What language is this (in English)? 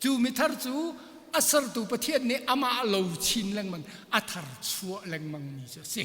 Hakha Chin